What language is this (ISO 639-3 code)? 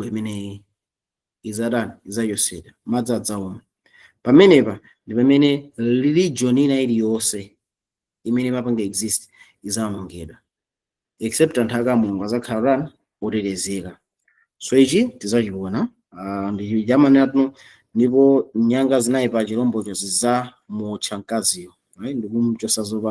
nya